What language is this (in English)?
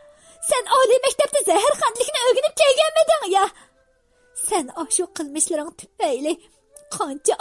Uyghur